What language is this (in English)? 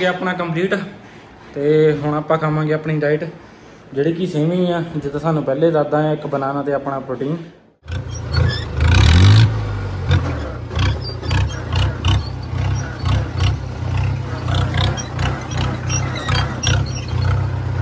Punjabi